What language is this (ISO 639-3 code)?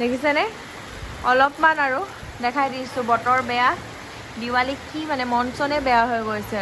asm